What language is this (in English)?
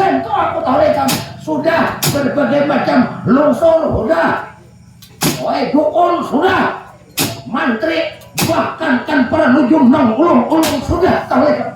Banjar